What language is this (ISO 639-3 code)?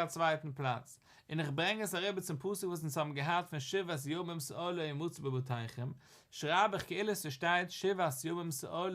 yid